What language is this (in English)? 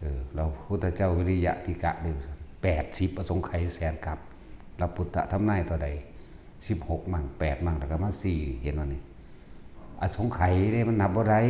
Northeastern Thai